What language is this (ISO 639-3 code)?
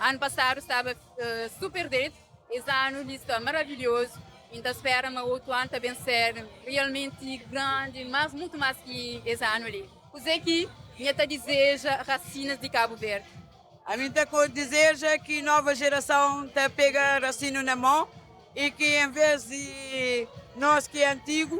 kea